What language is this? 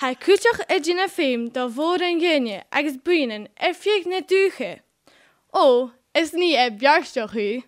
Scottish Gaelic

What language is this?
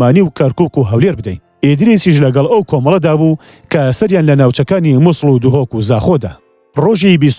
Central Kurdish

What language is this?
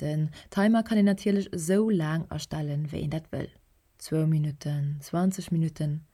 Luxembourgish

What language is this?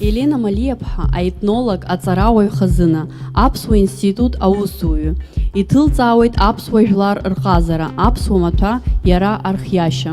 Abkhazian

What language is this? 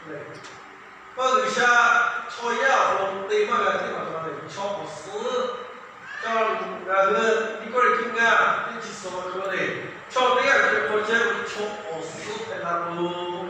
Lahu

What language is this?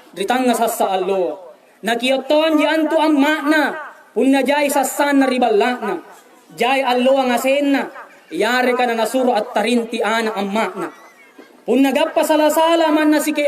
Makasar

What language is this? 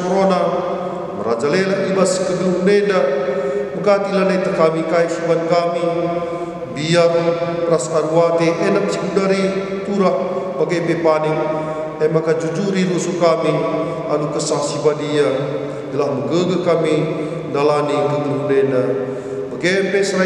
Batak Karo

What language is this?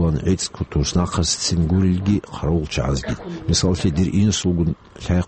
Avaric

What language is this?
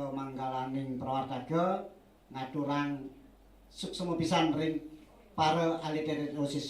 Balinese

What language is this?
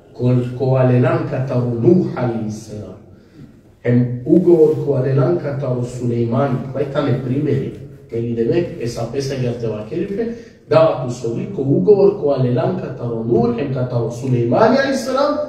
Balkan Romani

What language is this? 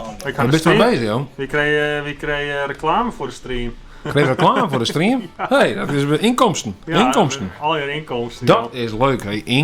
Western Frisian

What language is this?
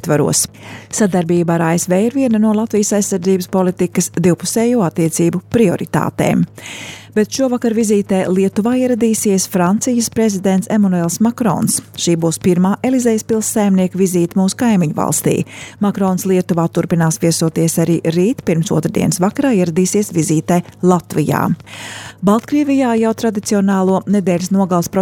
Latvian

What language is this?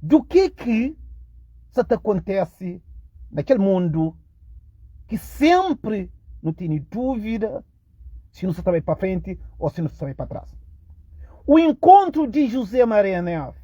Kabuverdianu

